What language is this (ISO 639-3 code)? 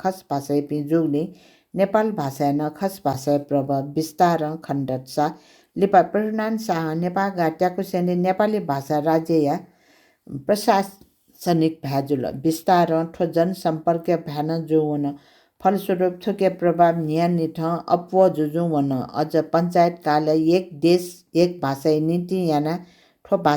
new